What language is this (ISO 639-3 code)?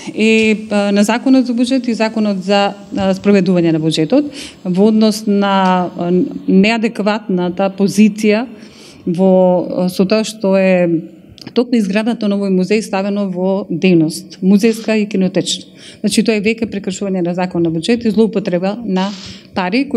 mkd